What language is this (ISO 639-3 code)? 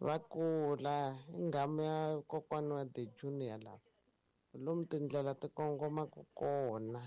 tso